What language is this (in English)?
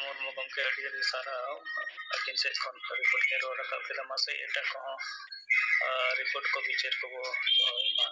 Santali